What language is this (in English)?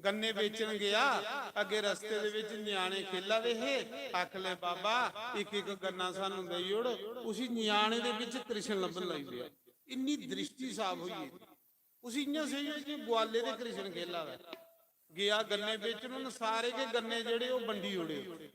Dogri